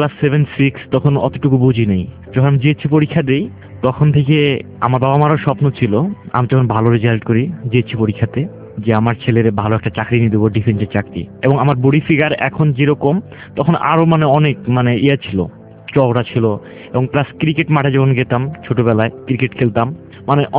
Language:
Bangla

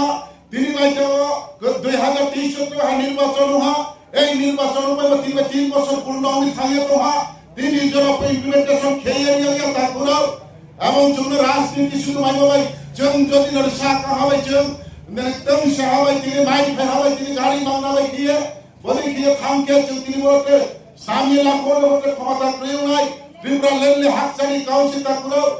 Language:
Riang (India)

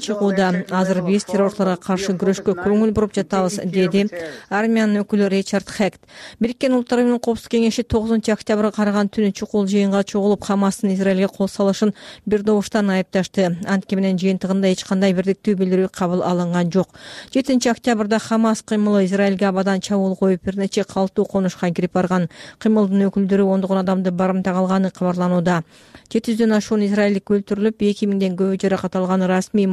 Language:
Kyrgyz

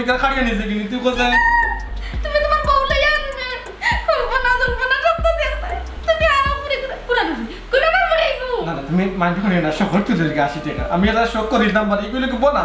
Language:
Sylheti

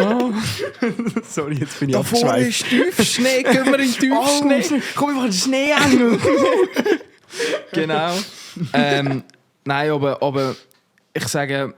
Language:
Swiss German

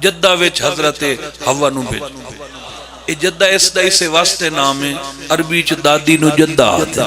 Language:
Pahari-Potwari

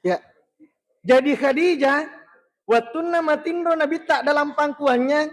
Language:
Buginese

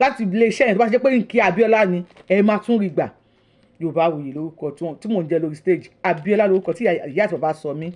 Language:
Yoruba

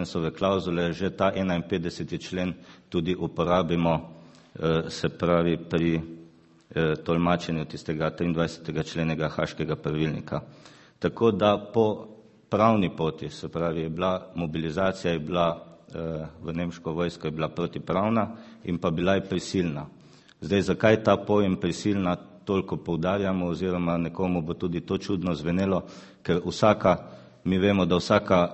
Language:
Slovenian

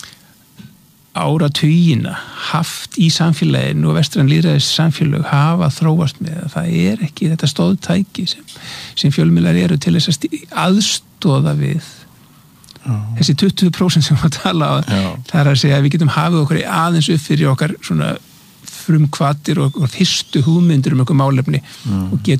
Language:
Icelandic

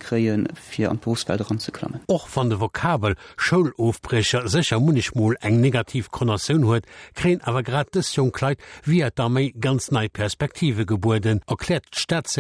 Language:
Luxembourgish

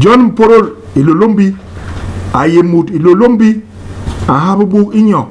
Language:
Basaa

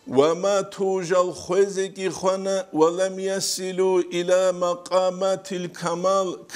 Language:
Avaric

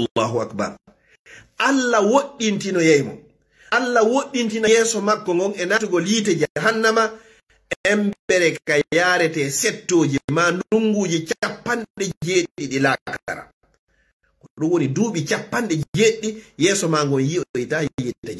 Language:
Fula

